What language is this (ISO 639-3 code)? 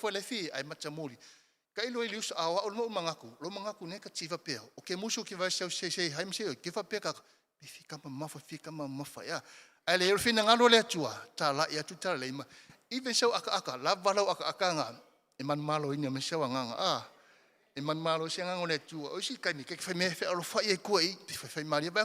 smo